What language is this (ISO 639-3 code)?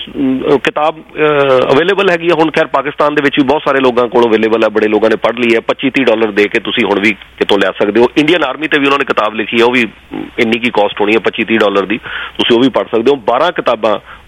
pan